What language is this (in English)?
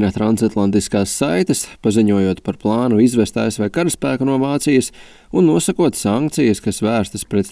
Latvian